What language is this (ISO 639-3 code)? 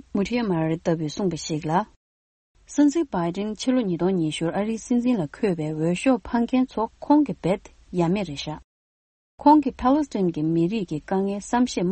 bod